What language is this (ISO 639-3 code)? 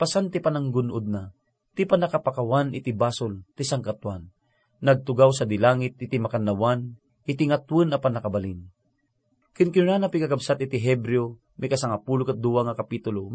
ilo